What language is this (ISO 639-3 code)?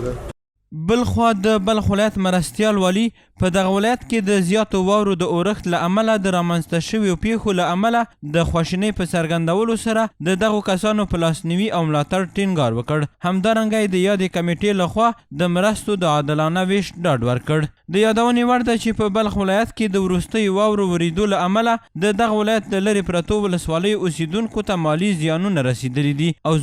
pus